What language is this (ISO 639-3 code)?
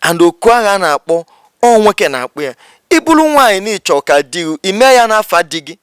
ibo